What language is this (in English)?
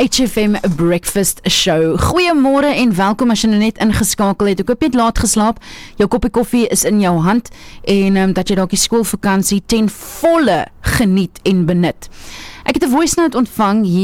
Afrikaans